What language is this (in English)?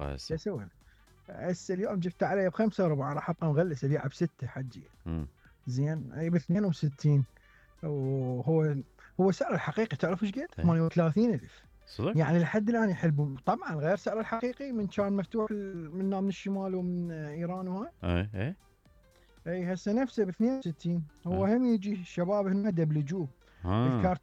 Mesopotamian Arabic